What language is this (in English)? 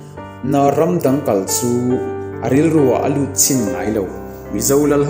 Mizo